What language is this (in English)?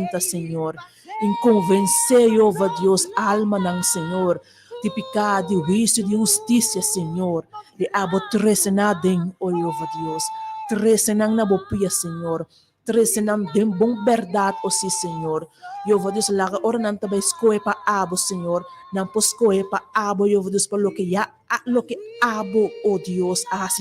Papiamento